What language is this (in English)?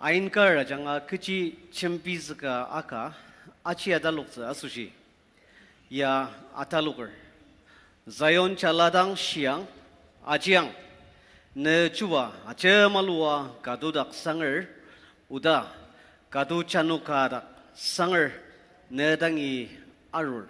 Ao Naga